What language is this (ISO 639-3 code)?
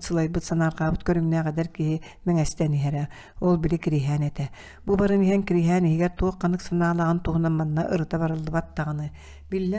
sah